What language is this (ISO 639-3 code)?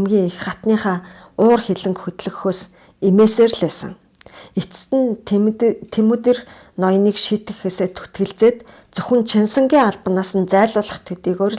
mon